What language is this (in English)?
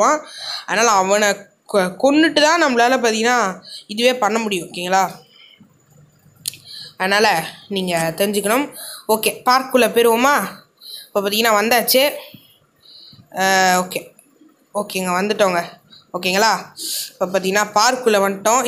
Tamil